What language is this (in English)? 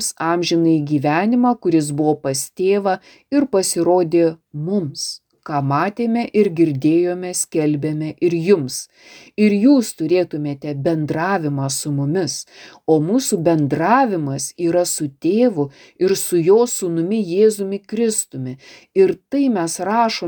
Lithuanian